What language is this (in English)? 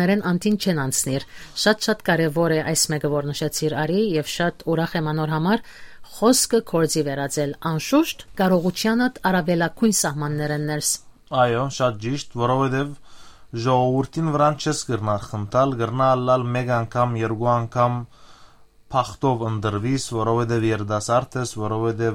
Western Armenian